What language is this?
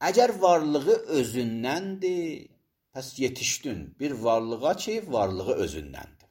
Azerbaijani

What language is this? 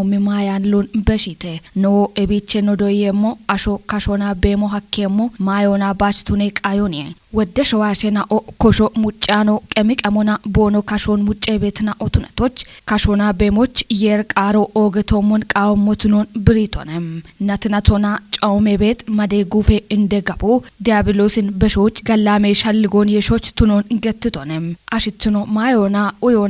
Kafa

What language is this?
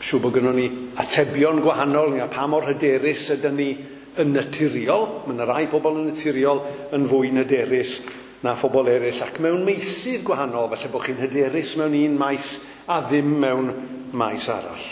Welsh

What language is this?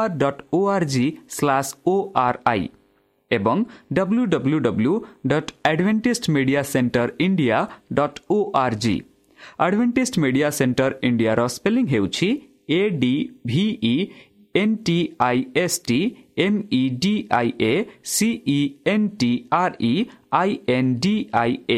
Odia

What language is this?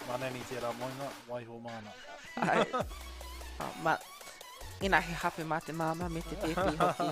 Māori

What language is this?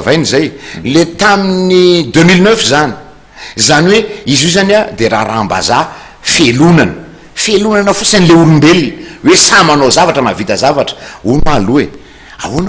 Malagasy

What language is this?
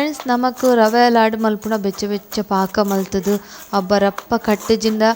Tulu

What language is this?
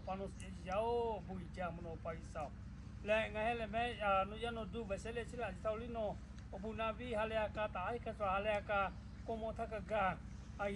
Lahu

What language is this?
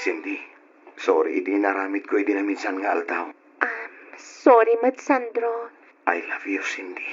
Iloko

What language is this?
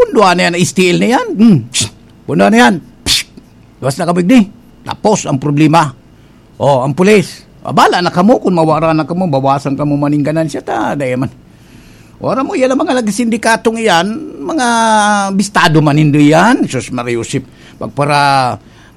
Bikol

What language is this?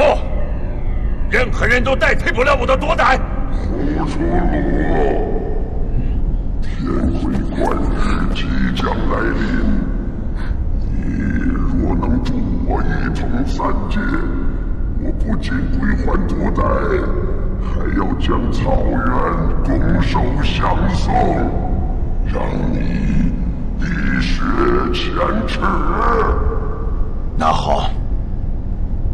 Chinese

